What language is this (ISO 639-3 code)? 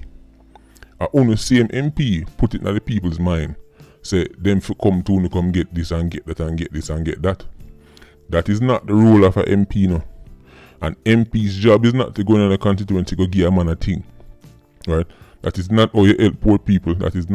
jam